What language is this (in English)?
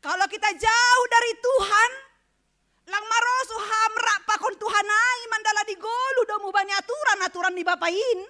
Batak Simalungun